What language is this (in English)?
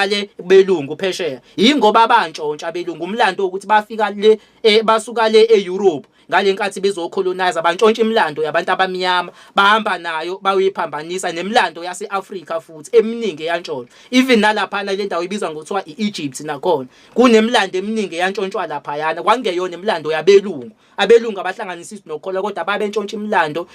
Zulu